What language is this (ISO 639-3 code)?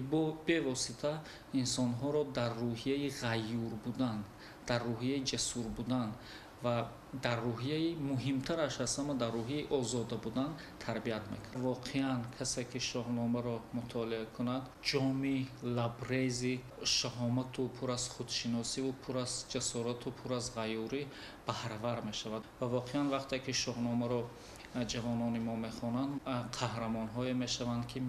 tgk